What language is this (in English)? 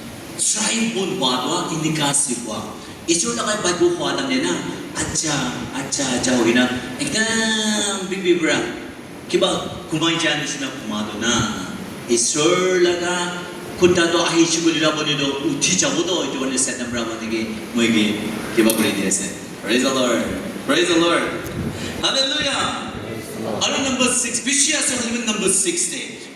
Naga Pidgin